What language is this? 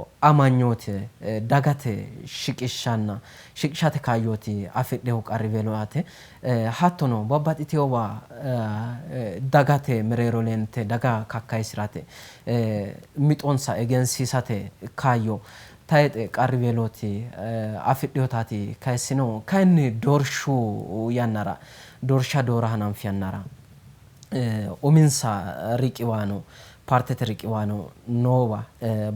Sidamo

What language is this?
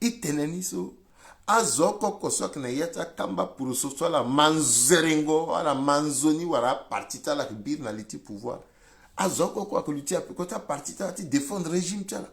Sango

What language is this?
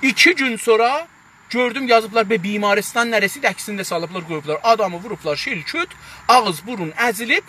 South Azerbaijani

